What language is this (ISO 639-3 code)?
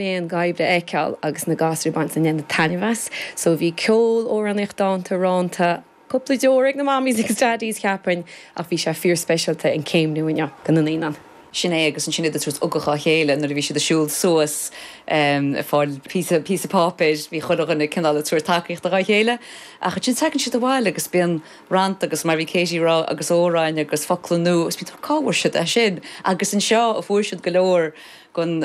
gle